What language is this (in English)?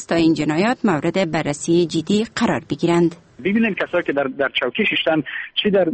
Persian